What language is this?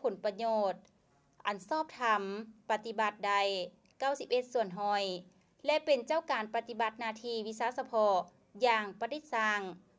Lao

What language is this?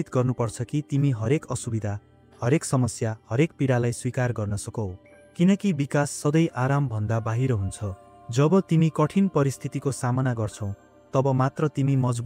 Nepali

